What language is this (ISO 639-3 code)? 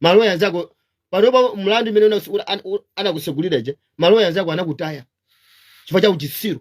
nya